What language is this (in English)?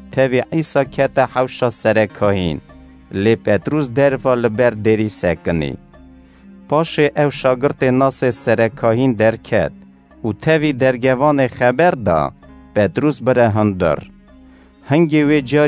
Kurdish